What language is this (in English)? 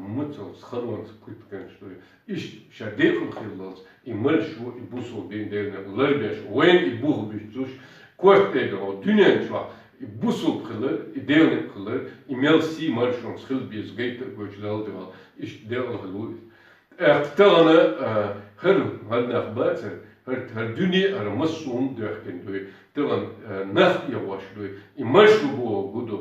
Chechen